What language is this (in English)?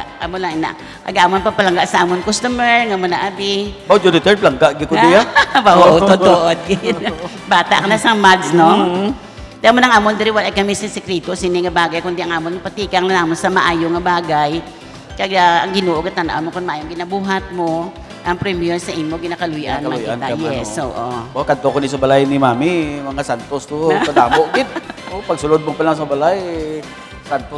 Hiligaynon